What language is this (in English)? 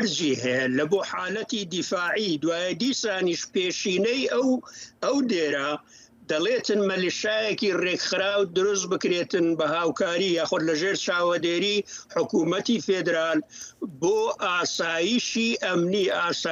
Central Kurdish